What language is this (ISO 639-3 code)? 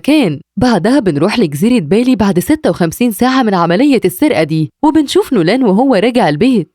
arz